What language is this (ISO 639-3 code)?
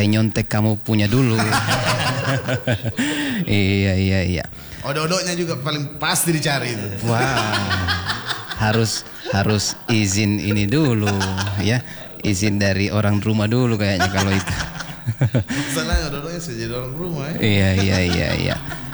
ind